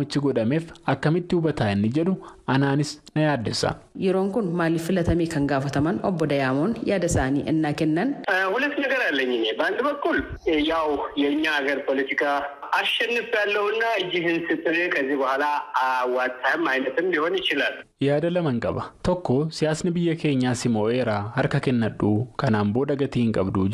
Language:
Oromo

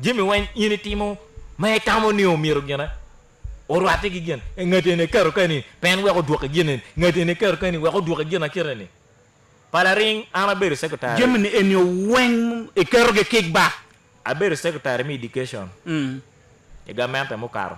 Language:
Acoli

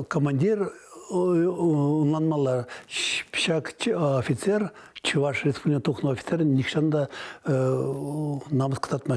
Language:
Chuvash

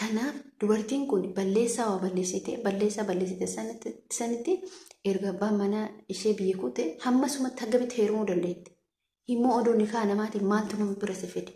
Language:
Oromo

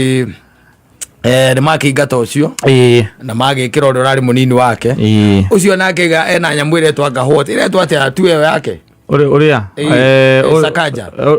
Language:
Kikuyu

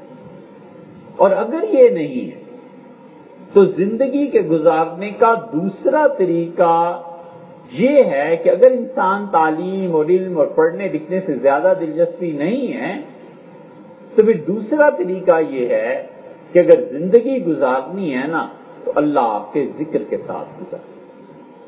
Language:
Urdu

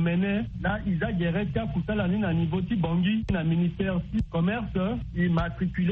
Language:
Sango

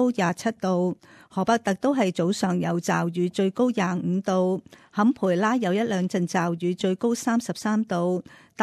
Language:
Cantonese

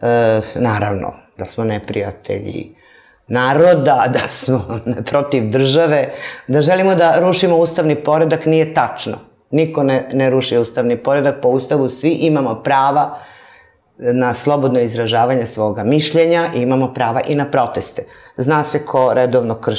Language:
Serbian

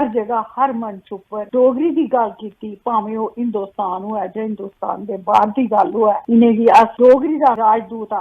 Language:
Dogri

